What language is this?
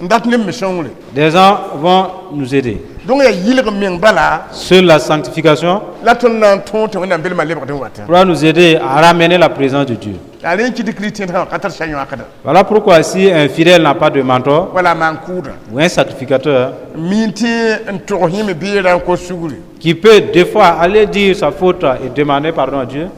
Mossi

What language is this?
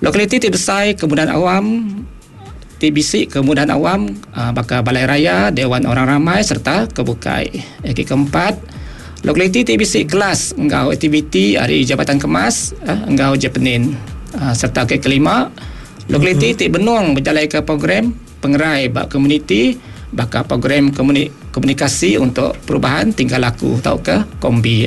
Iban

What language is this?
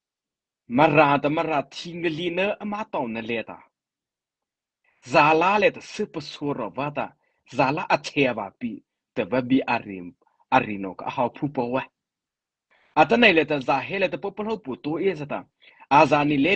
Mara Chin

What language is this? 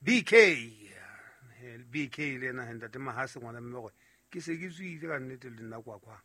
Southern Sotho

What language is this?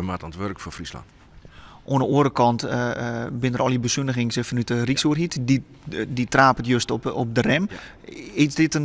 Western Frisian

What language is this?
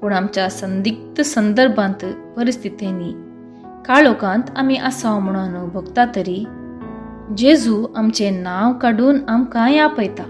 Konkani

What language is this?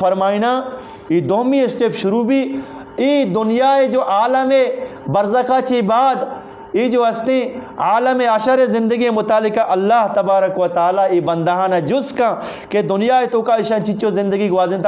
Eastern Balochi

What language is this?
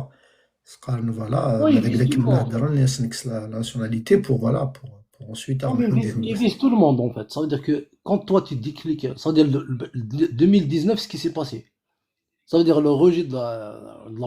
Kabyle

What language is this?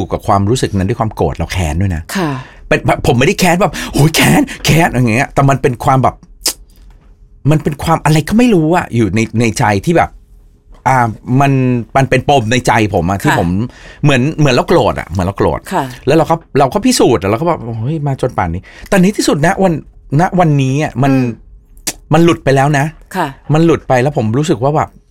Thai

